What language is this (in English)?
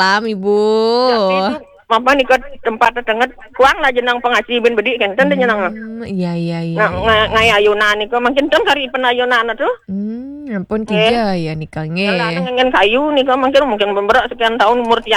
Balinese